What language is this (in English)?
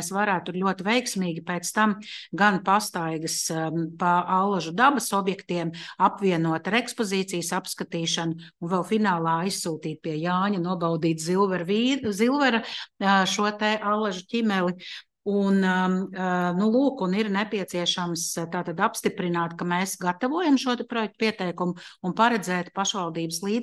Latvian